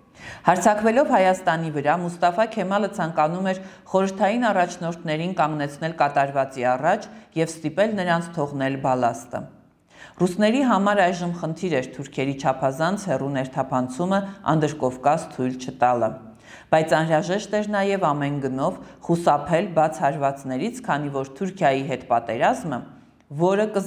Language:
Armenian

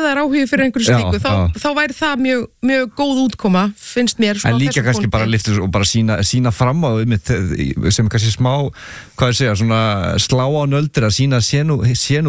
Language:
Icelandic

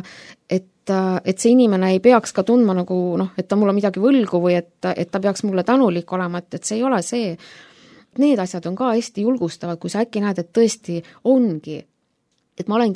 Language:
Estonian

